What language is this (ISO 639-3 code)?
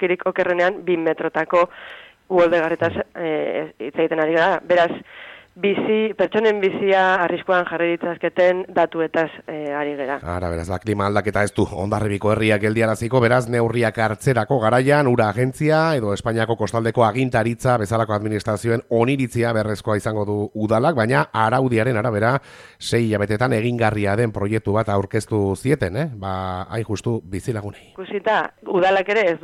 eus